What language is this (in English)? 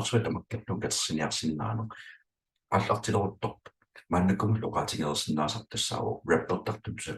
Kalaallisut